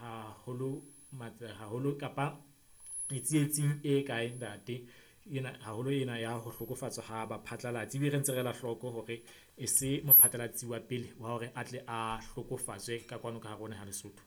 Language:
Southern Sotho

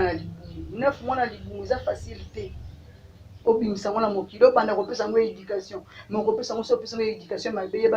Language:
Lingala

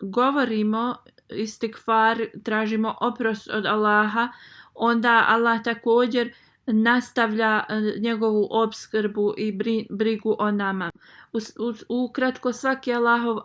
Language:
Bosnian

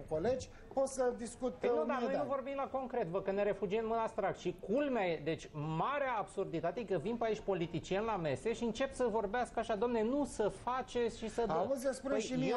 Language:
Romanian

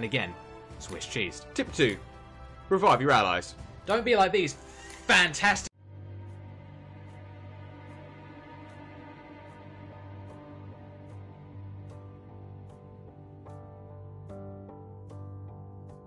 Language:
English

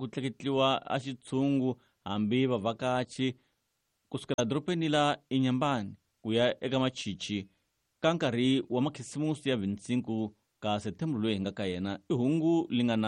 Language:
Tsonga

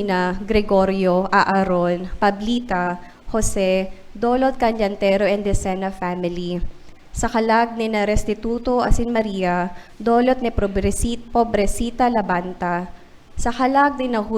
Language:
Bikol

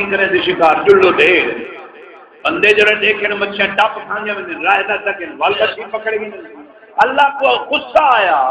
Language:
Saraiki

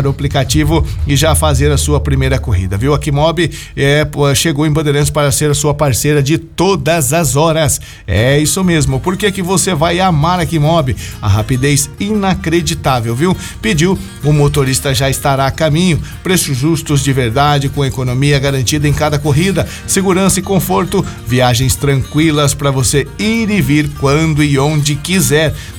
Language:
Portuguese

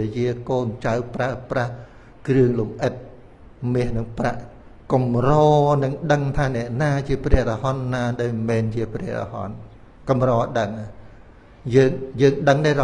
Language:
Khmer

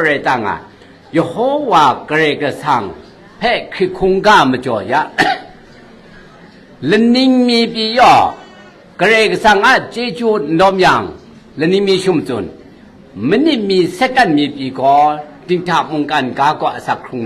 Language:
Kachin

